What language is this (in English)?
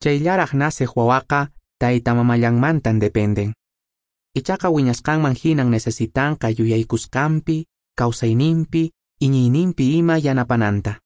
Quechua